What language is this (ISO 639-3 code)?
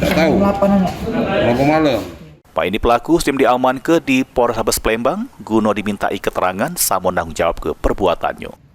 mui